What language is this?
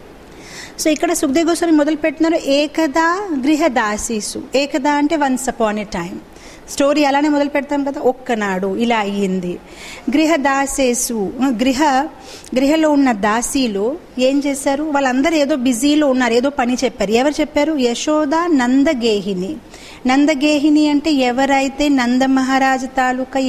Telugu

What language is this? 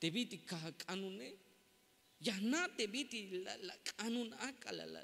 Tzeltal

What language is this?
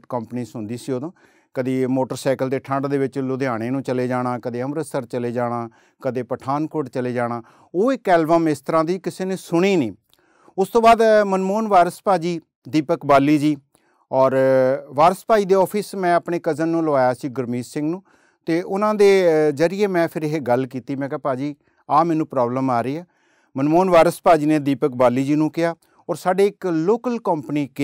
Punjabi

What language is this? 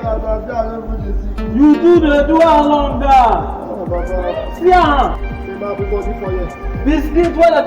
Nigerian Pidgin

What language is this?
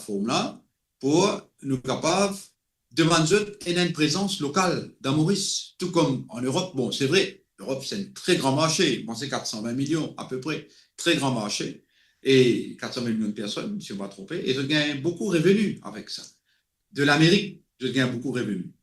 Morisyen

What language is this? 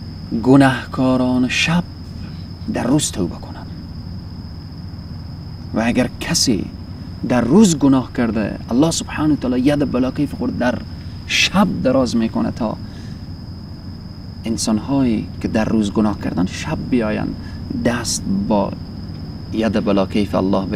Persian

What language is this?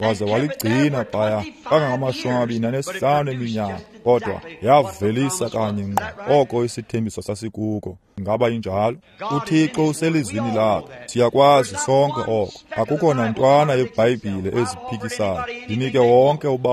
Xhosa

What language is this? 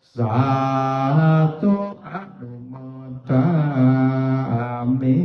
Pali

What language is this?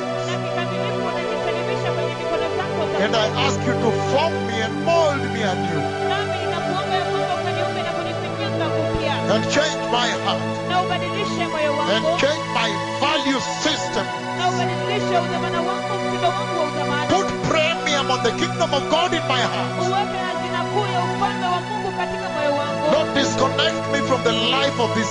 Swahili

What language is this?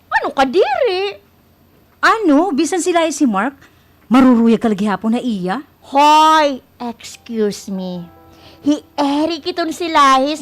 Waray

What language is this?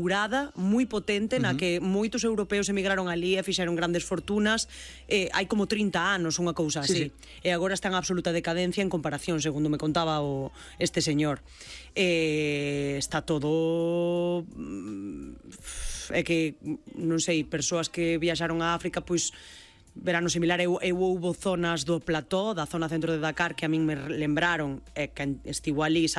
Galician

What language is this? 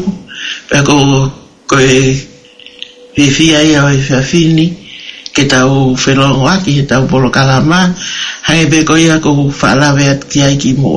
Tongan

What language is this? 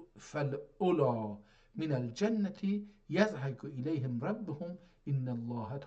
South Azerbaijani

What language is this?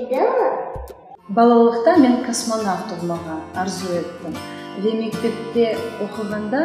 Crimean Tatar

